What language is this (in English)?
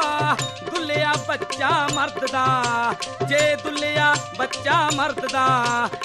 Punjabi